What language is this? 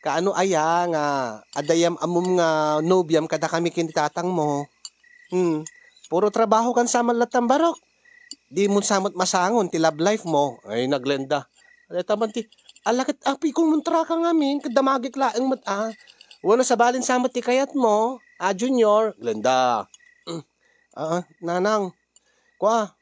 Iloko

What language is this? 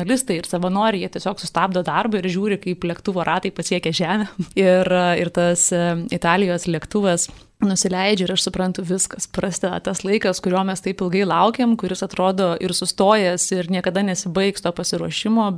Lithuanian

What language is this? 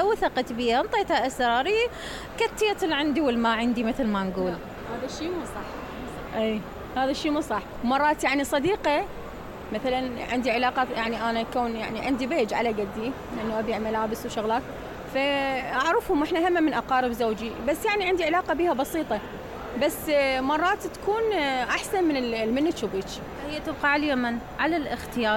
Mesopotamian Arabic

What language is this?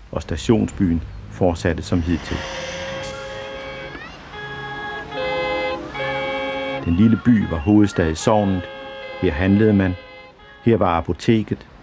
Danish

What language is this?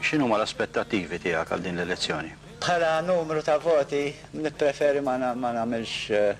Maltese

